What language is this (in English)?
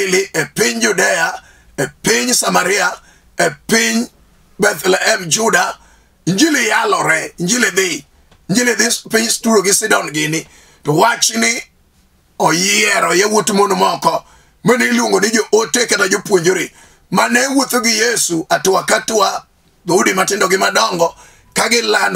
Luo (Kenya and Tanzania)